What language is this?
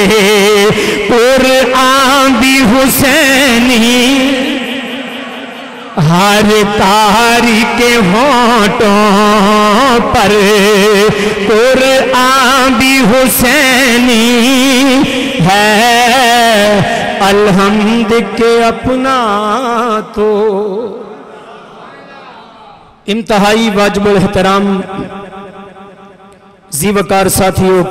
Urdu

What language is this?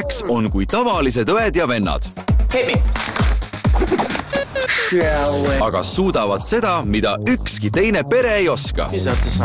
Estonian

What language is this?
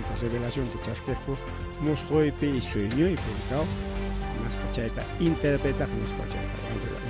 Ayacucho Quechua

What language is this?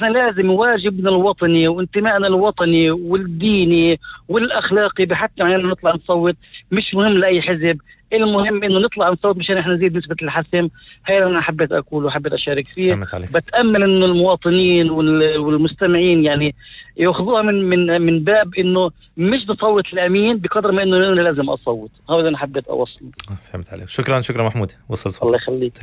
North Levantine Arabic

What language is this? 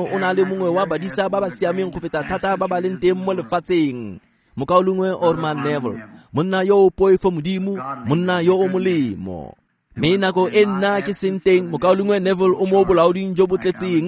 Tswana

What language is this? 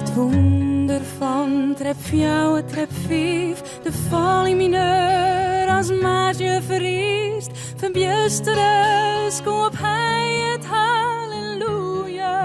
Western Frisian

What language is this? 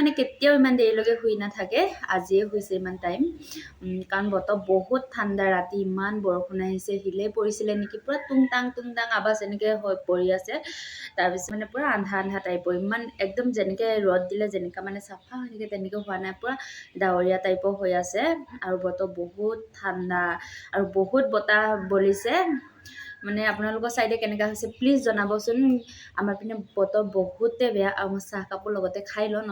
Assamese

